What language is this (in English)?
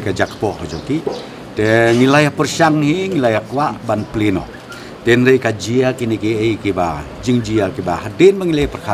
Khasi